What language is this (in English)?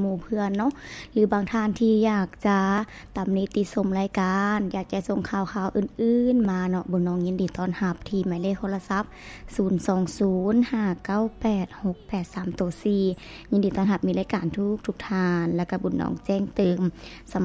Lao